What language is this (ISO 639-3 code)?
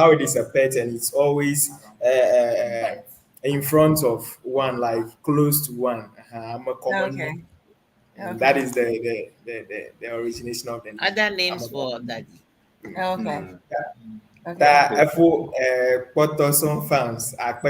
ewe